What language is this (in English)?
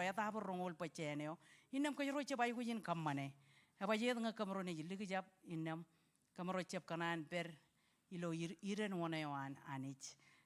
Marshallese